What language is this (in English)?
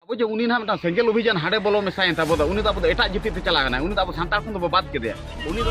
Santali